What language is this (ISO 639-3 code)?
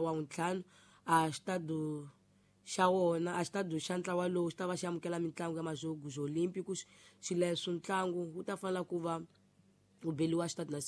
tso